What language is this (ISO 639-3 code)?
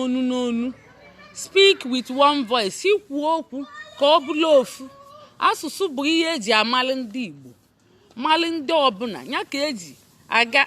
ibo